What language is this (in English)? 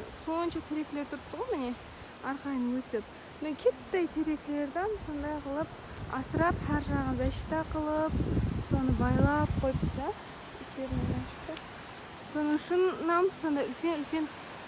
Kara-Kalpak